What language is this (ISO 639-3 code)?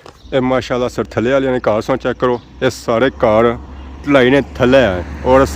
phr